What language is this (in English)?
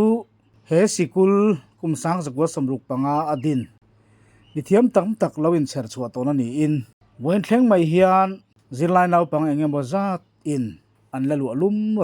Mizo